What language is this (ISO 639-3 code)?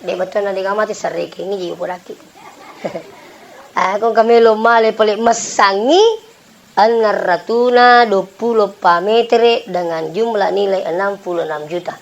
bug